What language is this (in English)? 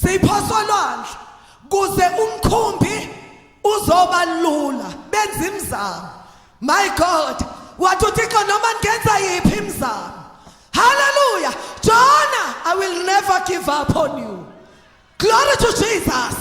Zulu